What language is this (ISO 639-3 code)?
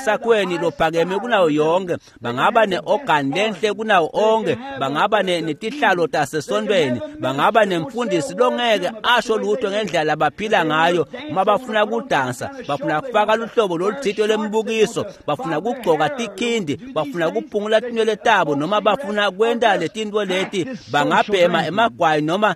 ssw